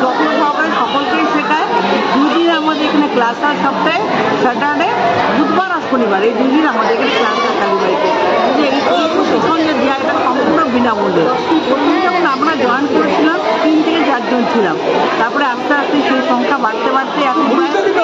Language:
Bangla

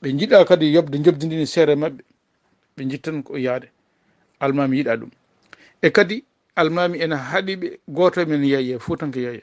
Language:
Fula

